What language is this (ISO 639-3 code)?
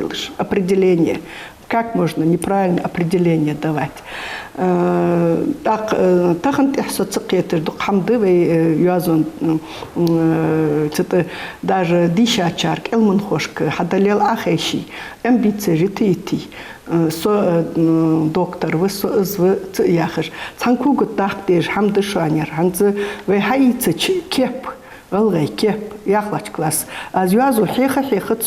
inh